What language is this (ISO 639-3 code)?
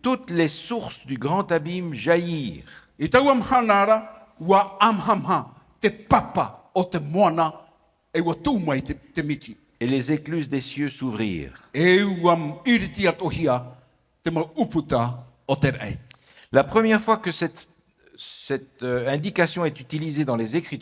tah